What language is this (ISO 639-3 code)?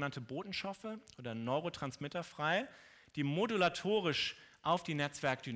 deu